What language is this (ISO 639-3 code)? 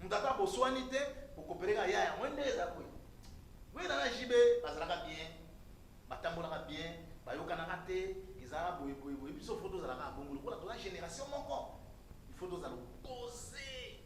lin